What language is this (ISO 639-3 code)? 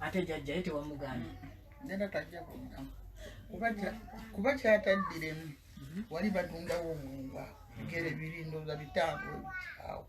lug